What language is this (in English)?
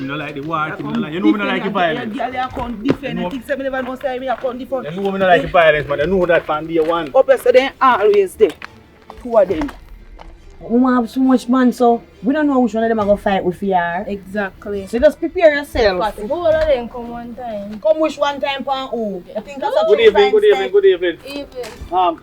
Jamaican Creole English